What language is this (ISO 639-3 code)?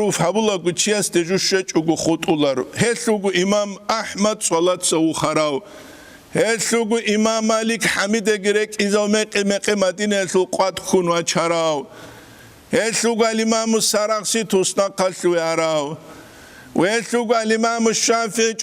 ava